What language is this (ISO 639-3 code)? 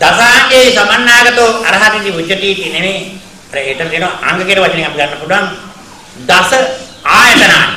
sin